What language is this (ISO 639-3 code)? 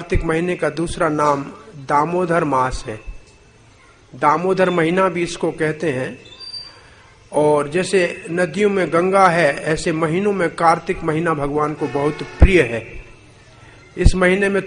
hin